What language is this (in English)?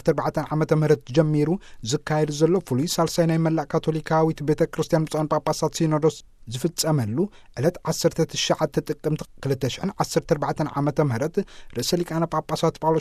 Tigrinya